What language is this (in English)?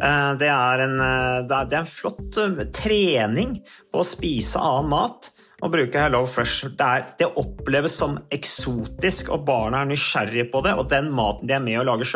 Norwegian